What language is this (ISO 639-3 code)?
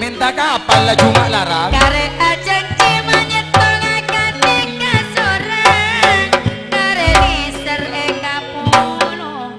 mad